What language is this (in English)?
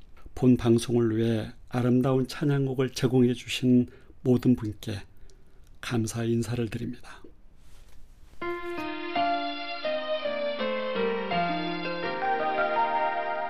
Korean